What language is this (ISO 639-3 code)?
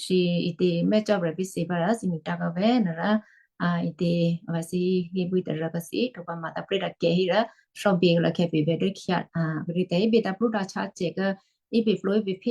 kyu